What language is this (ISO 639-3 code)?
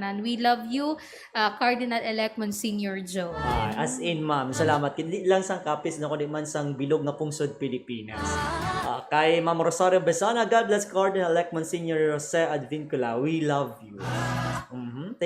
hil